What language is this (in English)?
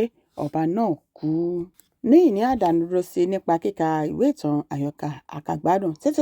Yoruba